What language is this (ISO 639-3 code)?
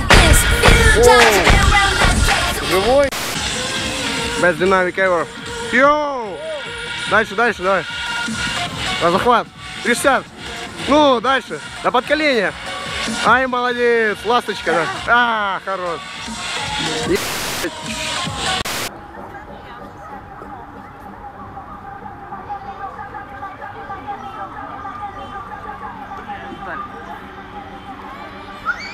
rus